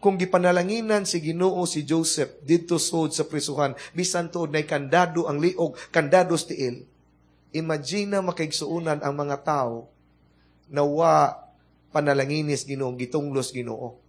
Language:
Cebuano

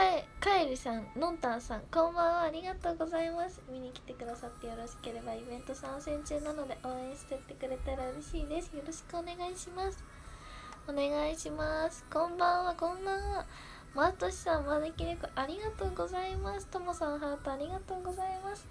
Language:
Japanese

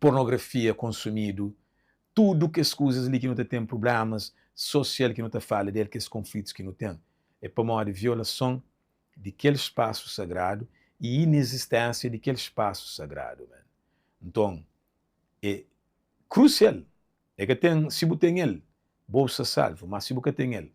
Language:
Kabuverdianu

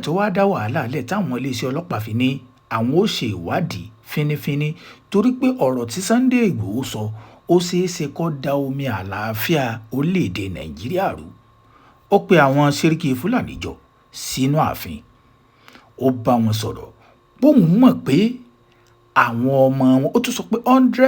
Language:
Yoruba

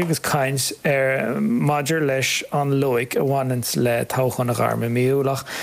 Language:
Irish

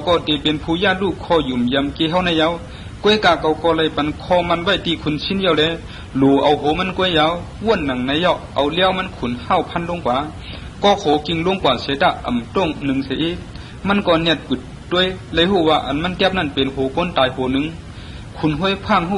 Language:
Shan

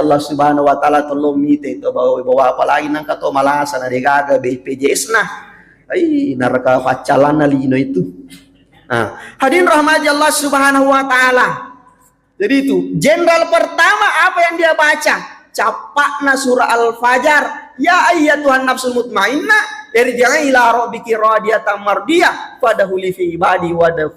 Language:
Buginese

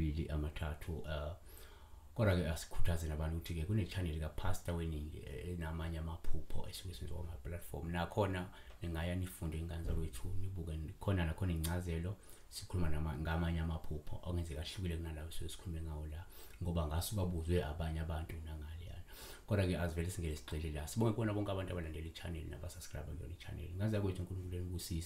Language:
Zulu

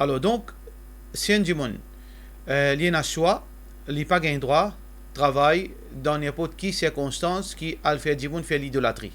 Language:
Morisyen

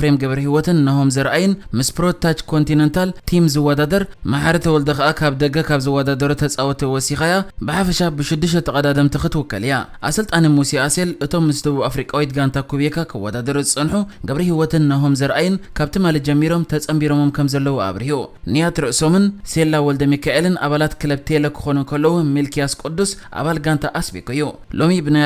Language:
Tigrinya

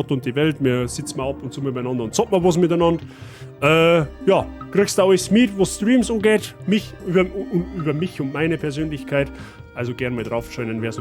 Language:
Bavarian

